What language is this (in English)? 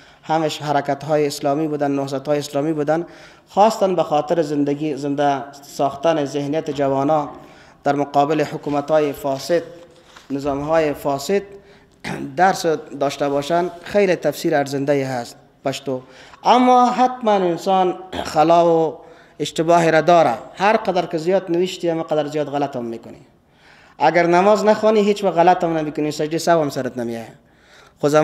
Persian